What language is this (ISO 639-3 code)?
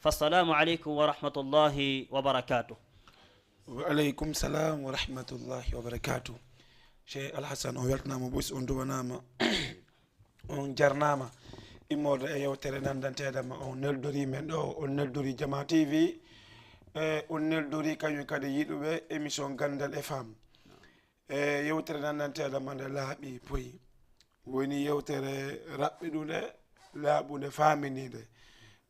ful